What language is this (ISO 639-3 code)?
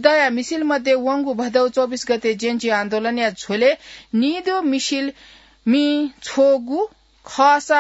new